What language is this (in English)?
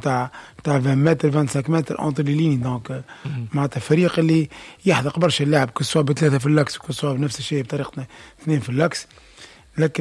Tunisian Arabic